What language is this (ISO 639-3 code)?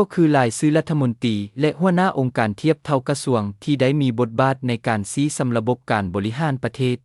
lao